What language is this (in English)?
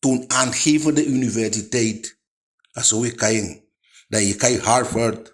Eastern Maroon Creole